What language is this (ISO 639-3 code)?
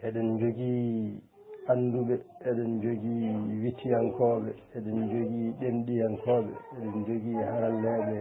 ful